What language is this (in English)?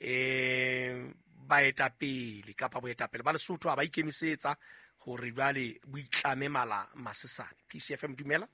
Southern Sotho